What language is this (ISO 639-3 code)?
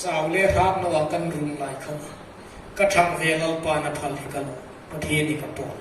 hmr